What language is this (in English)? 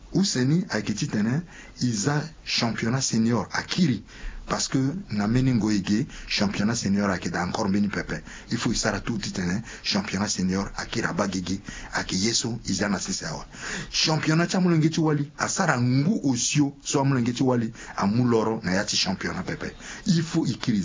Sango